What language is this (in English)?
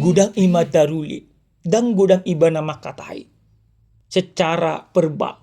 Batak Toba